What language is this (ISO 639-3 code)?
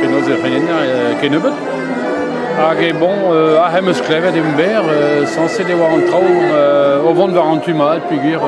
bre